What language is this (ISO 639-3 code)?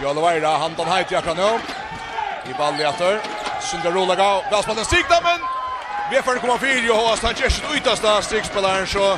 fao